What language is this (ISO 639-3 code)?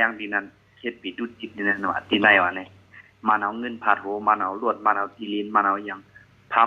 shn